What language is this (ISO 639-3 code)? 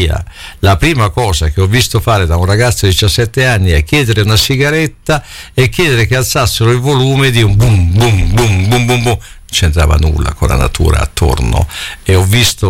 ita